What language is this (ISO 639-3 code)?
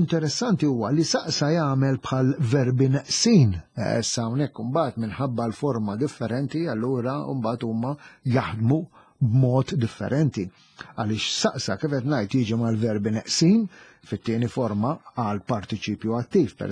mlt